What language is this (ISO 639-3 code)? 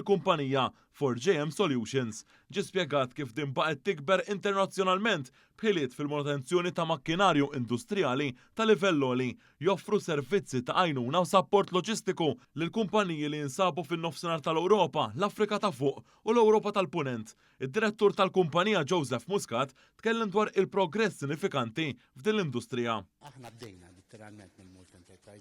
mlt